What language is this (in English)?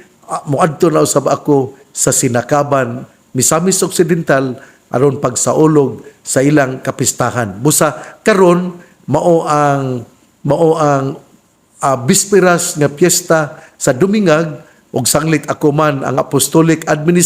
Cebuano